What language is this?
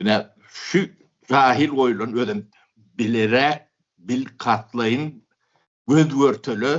Turkmen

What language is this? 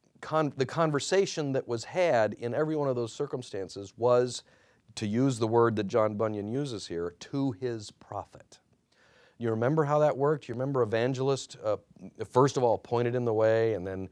English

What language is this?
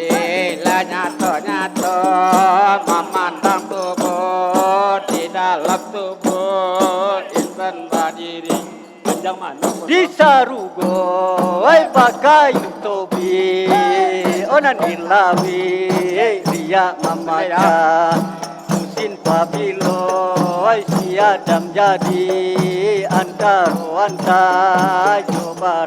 Minangkabau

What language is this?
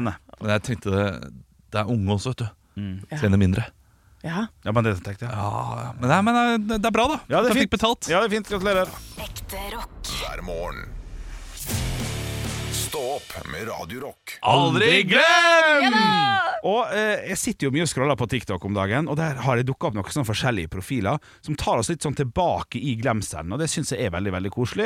Norwegian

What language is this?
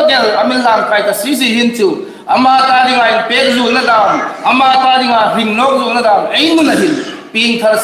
Hmar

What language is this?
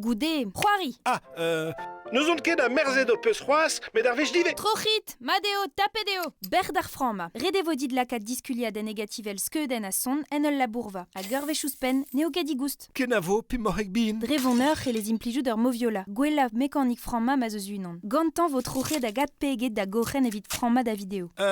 Breton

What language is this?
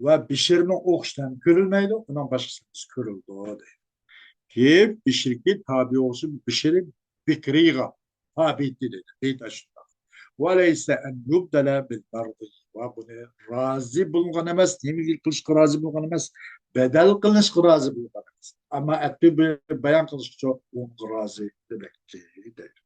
Uyghur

